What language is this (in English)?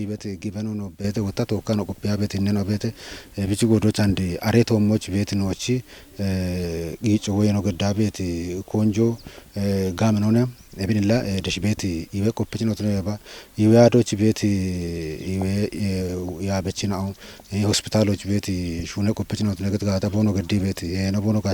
Kafa